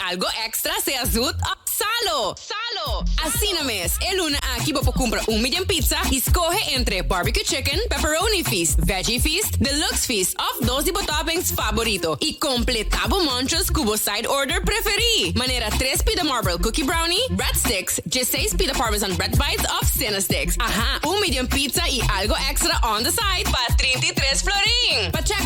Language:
Papiamento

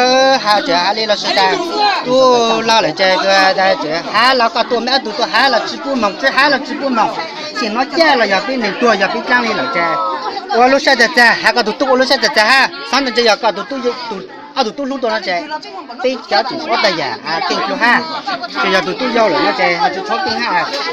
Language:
Hmong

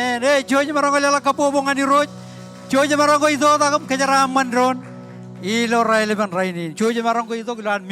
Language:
Marshallese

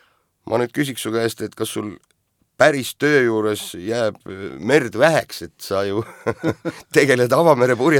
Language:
Estonian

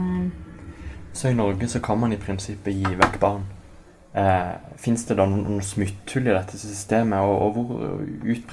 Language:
Norwegian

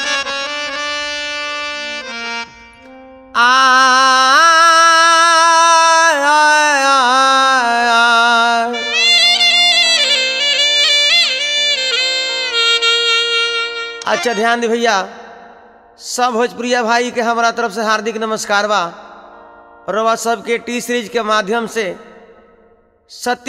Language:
Bhojpuri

